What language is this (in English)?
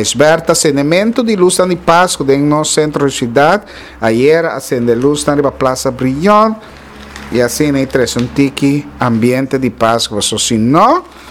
Papiamento